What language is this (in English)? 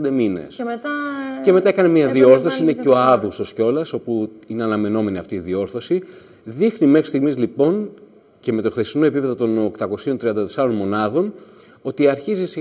Greek